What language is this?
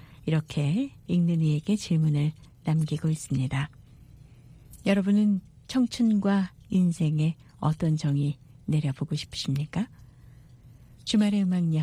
Korean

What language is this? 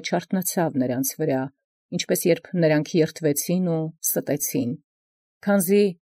Armenian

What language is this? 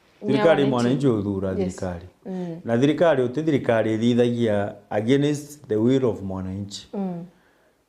Meru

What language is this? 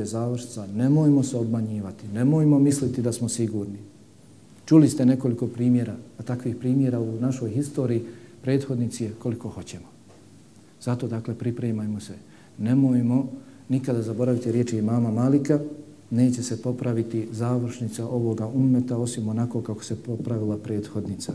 Bosnian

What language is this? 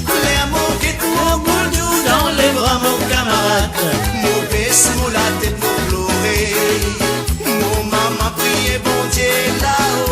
Morisyen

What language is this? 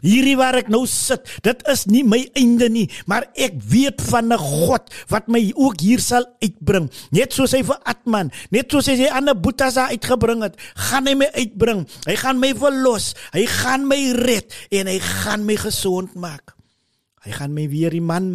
Afrikaans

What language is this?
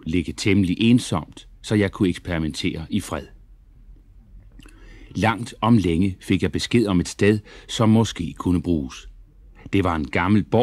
Danish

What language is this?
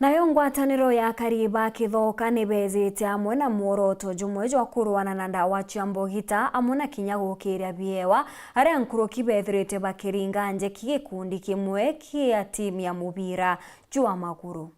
Meru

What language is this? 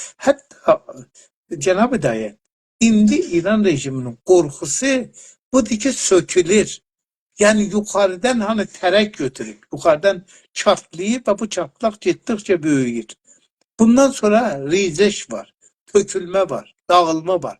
South Azerbaijani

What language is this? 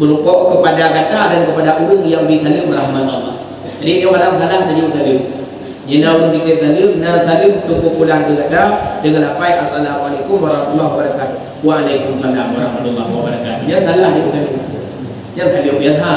Achinese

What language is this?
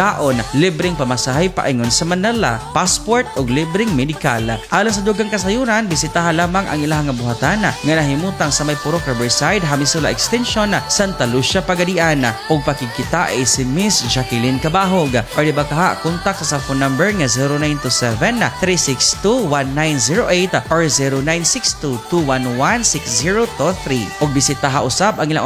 Cebuano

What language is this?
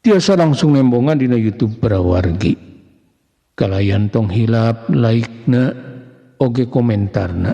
Sundanese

